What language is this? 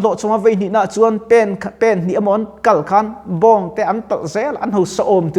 Mizo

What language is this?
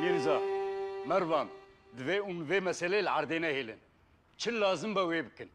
Kurdish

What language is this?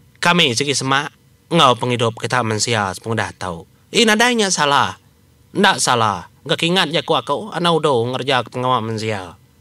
Iban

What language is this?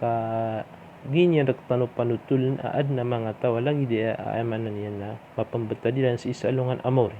Maranao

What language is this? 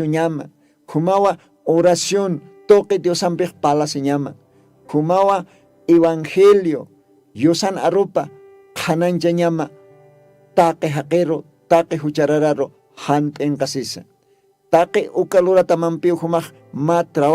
Aymara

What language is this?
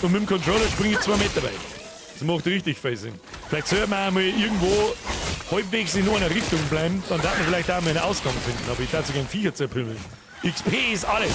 Bavarian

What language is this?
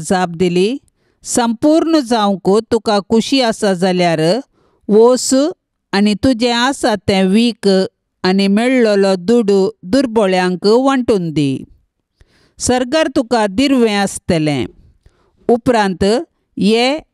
Konkani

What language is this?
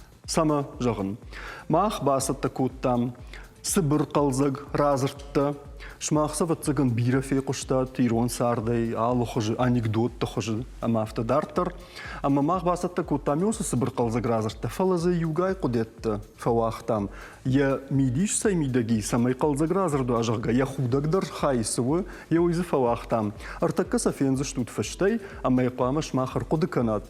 Ossetic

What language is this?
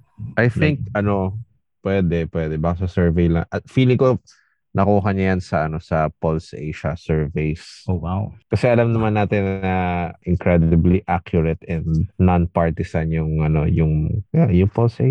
Filipino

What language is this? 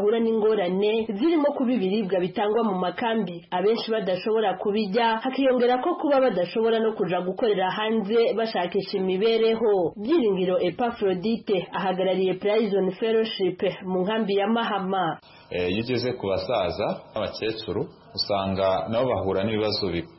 Kinyarwanda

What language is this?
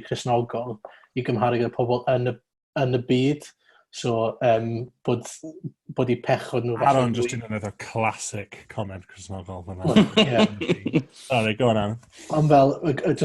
Welsh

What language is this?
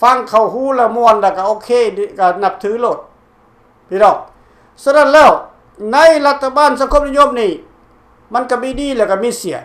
Lao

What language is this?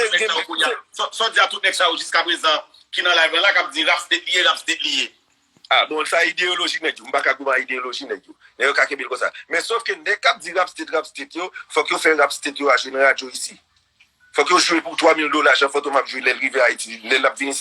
Haitian Creole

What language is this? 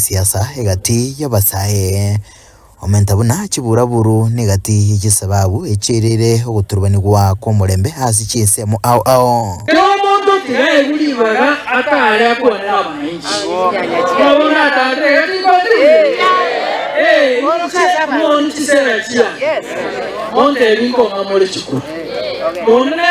Gusii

